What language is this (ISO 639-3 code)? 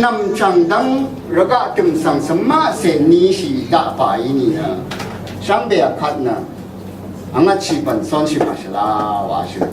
raw